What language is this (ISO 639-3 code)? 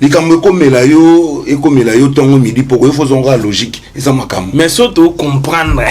lin